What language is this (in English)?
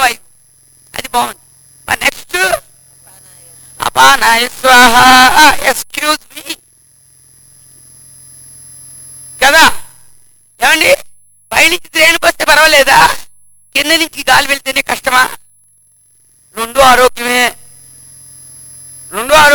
Telugu